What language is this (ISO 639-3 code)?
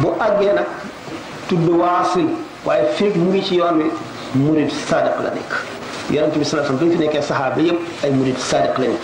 wol